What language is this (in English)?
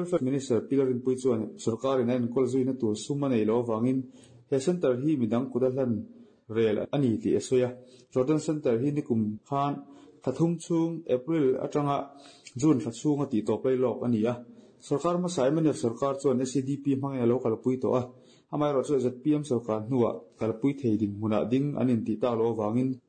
Mizo